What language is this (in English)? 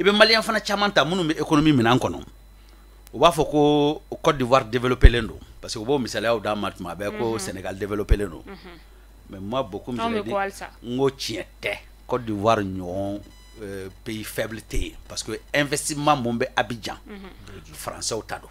Bambara